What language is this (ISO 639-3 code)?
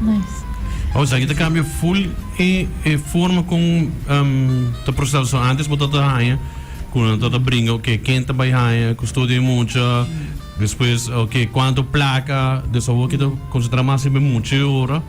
pap